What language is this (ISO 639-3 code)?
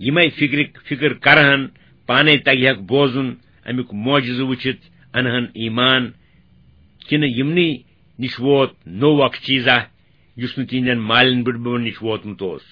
kas